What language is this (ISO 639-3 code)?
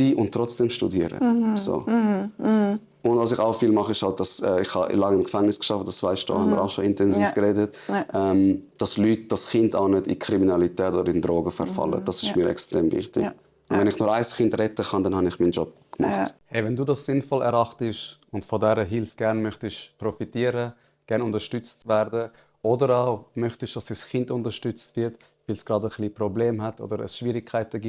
gsw